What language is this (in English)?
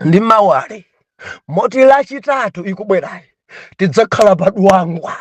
Nyanja